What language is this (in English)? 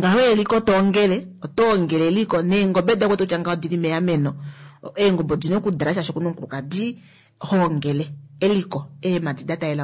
Kuanyama